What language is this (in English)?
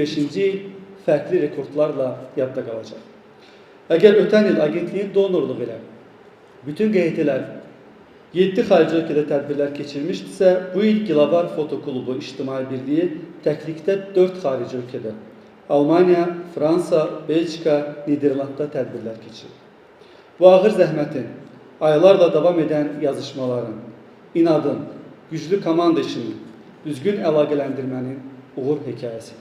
Azerbaijani